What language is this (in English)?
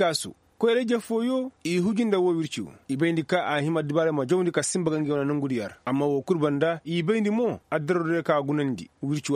Koyraboro Senni